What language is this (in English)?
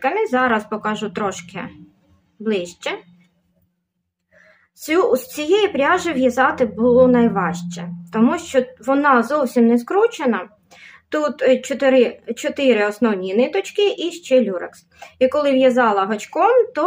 Ukrainian